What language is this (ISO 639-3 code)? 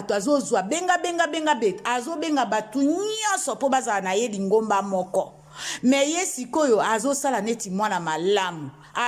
lin